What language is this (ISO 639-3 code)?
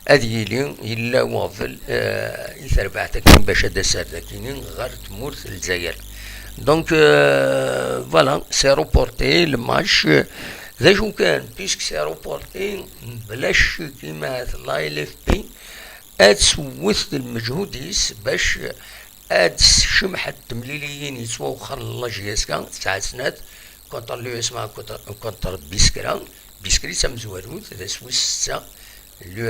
kab